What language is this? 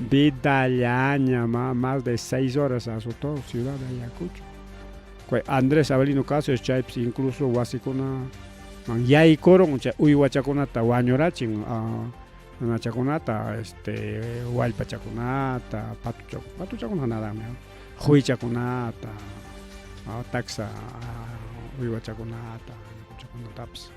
Ayacucho Quechua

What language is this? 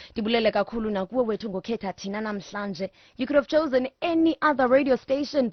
Xhosa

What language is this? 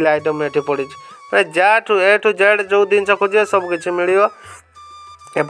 Odia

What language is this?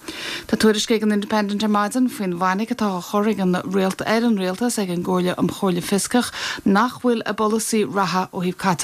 Irish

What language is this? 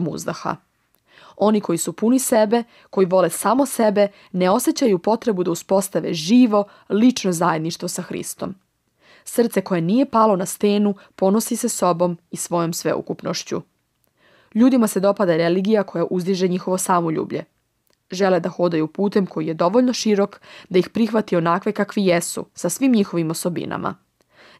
Serbian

